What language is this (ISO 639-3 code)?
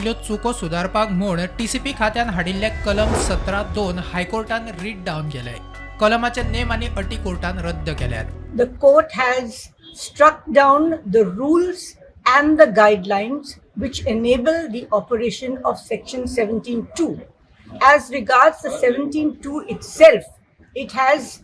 kok